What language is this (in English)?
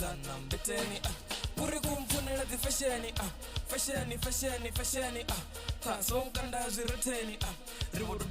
Venda